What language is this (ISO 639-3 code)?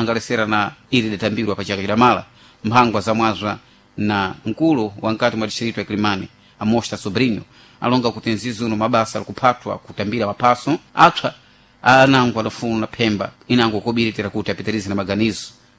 seh